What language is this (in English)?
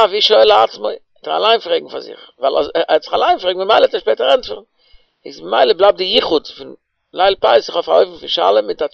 Yiddish